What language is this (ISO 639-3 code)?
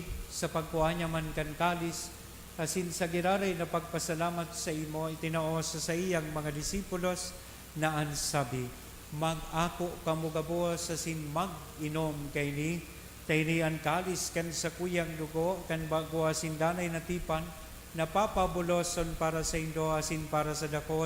bik